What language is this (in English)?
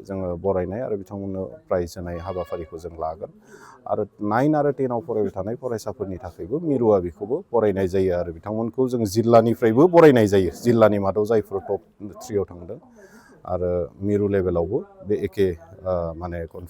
Bodo